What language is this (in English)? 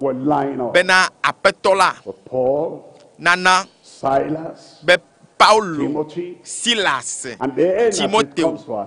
Ewe